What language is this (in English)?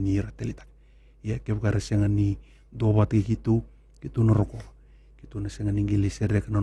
Fijian